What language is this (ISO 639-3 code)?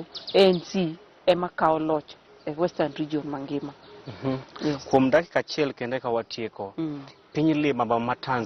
luo